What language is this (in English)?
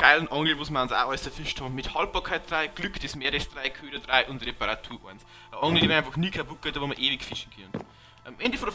Bavarian